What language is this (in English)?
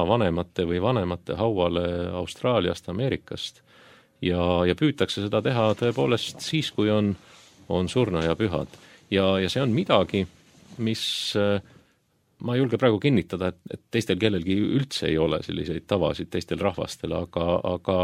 Estonian